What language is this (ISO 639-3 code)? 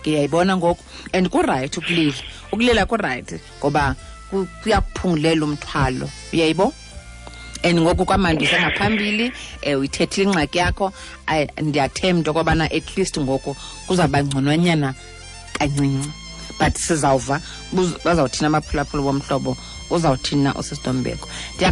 xho